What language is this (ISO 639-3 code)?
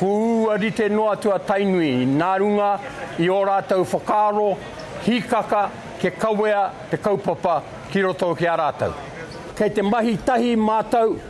mri